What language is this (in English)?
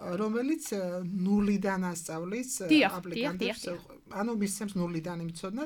Georgian